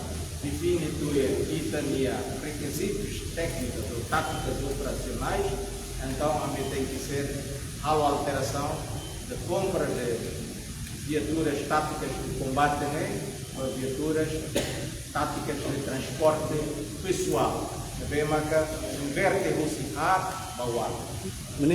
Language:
Tetum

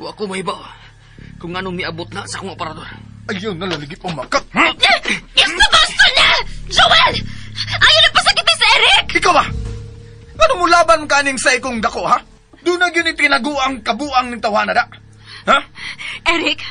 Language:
Cebuano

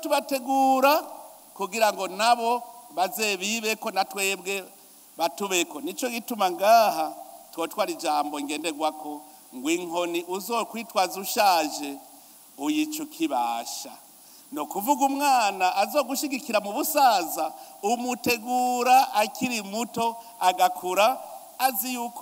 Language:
Rundi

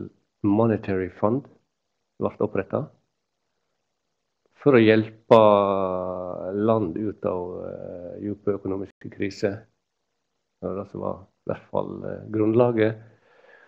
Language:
Norwegian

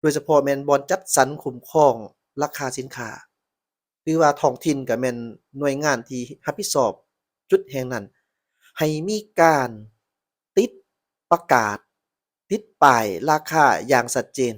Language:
Lao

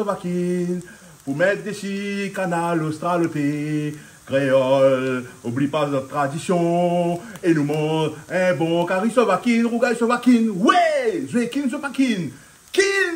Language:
Réunion Creole French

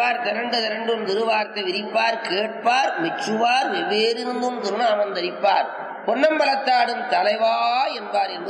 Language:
Tamil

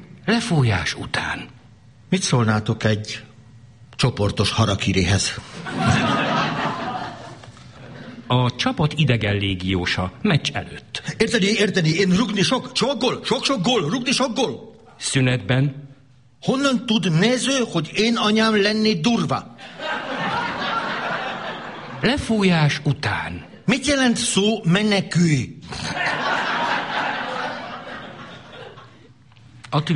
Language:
Hungarian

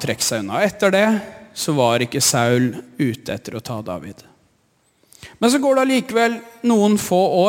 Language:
Norwegian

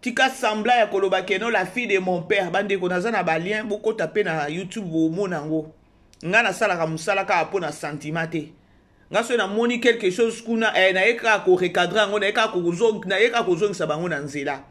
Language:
Lingala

